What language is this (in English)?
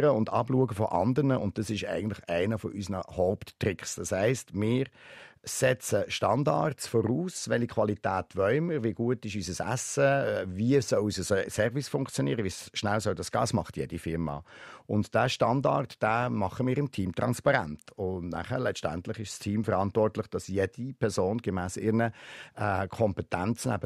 Swiss German